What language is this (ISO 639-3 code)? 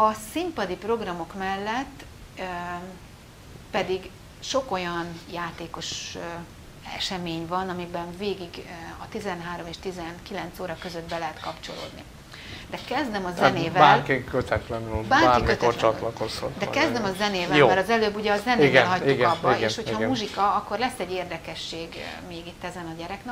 hun